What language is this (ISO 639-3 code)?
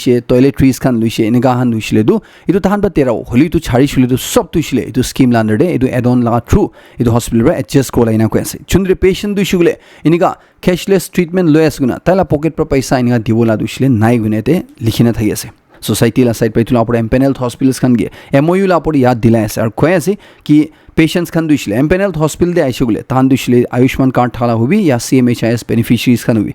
nag